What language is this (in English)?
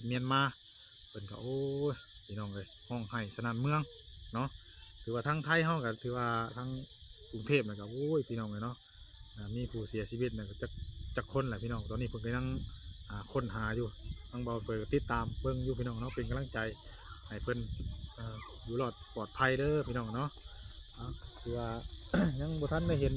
Northeastern Thai